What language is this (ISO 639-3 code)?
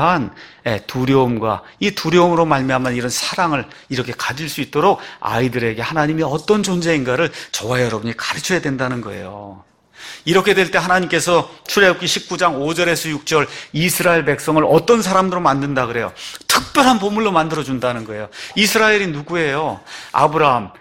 kor